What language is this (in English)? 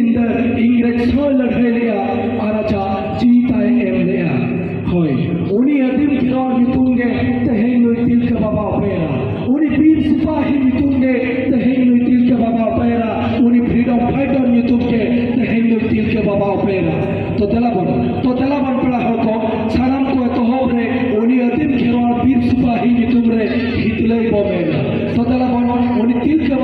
Santali